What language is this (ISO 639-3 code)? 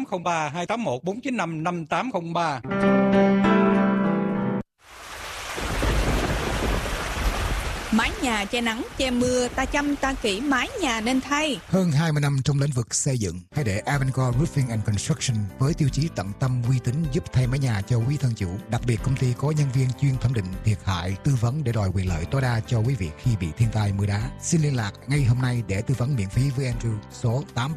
vie